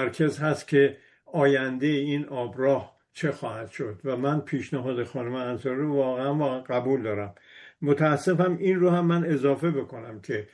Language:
Persian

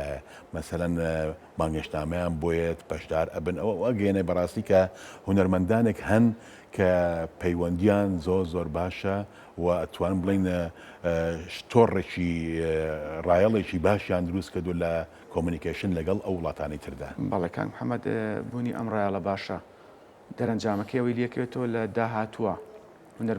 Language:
Central Kurdish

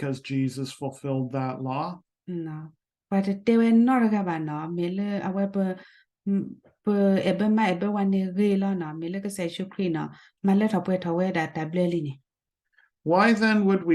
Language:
S'gaw Karen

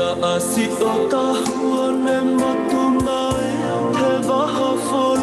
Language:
Tongan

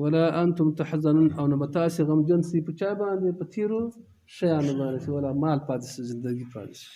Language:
Pashto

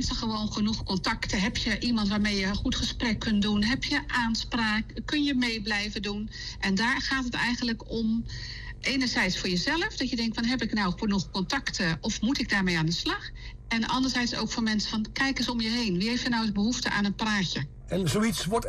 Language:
Dutch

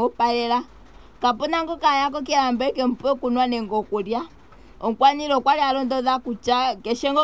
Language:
Ndonga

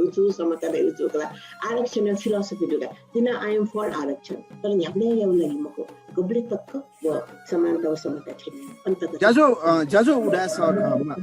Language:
Newari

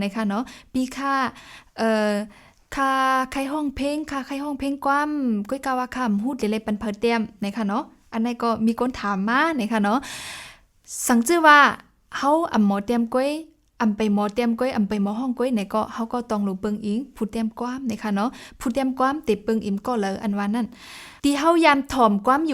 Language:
Shan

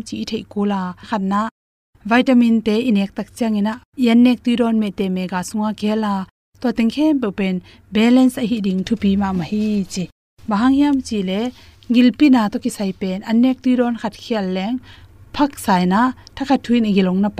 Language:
Tedim Chin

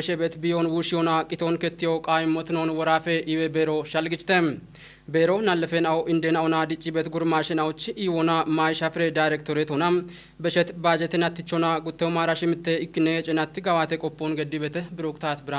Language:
Kafa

